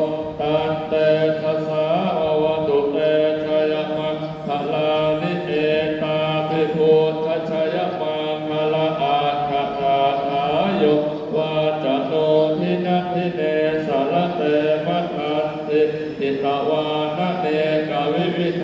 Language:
Pali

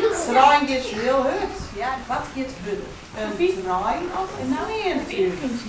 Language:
Western Frisian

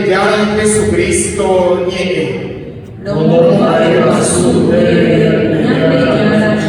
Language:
Guarani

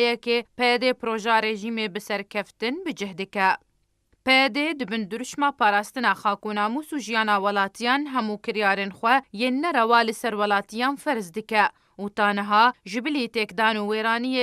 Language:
Kurdish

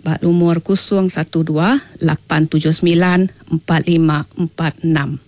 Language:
Iban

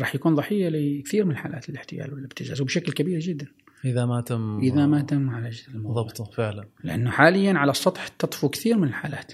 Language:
Gulf Arabic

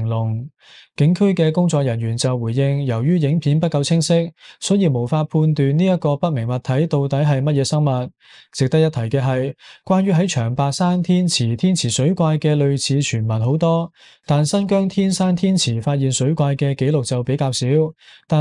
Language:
Cantonese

